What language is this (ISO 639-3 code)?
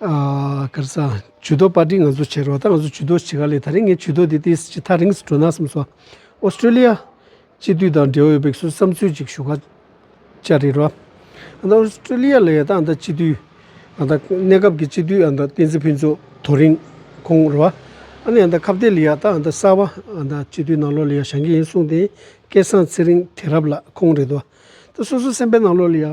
bod